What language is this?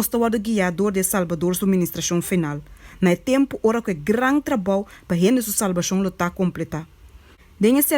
Papiamento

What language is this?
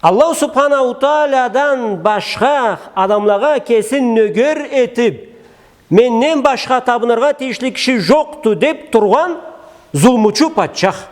Karachay-Balkar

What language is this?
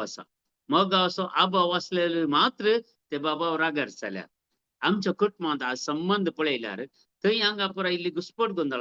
Konkani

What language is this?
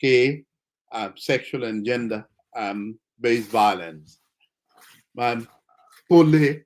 Acoli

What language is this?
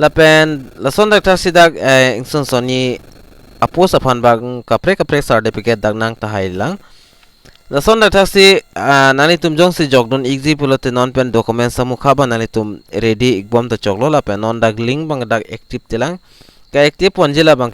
Karbi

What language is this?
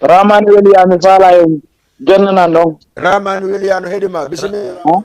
Fula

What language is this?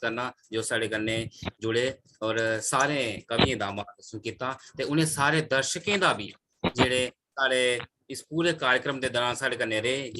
Dogri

